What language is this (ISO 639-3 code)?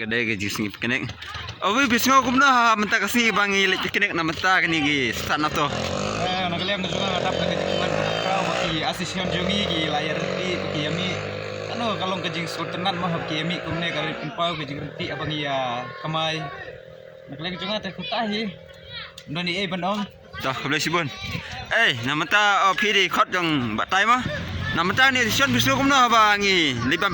kha